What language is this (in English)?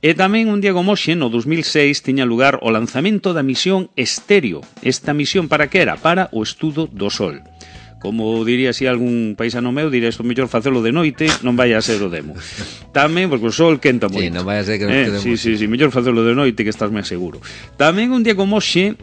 Galician